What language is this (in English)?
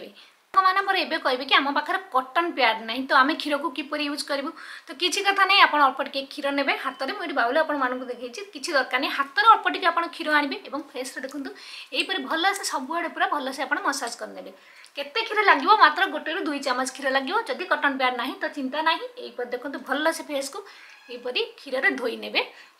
Odia